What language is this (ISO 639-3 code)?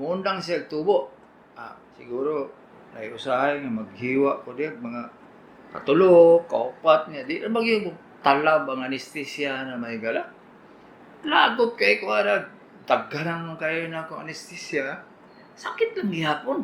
ceb